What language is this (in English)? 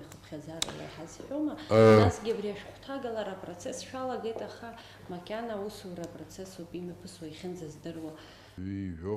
Abkhazian